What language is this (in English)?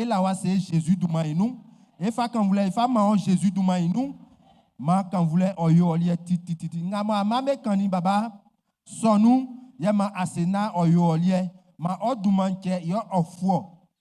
Baoulé